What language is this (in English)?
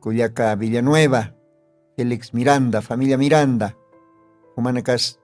Aymara